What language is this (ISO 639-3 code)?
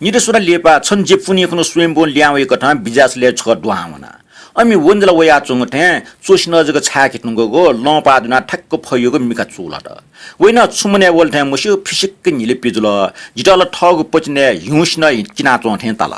new